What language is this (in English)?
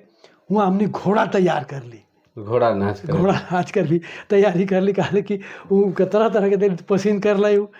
Sadri